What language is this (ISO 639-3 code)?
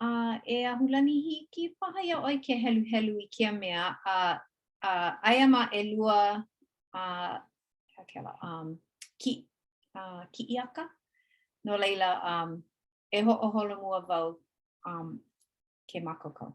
haw